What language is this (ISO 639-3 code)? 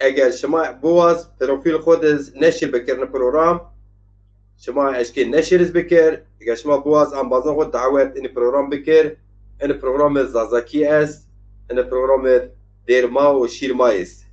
zza